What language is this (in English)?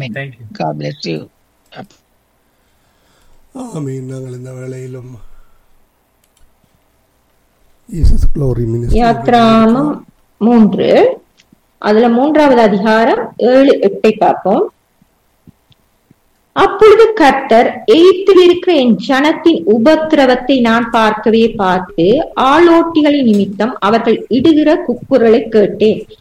Tamil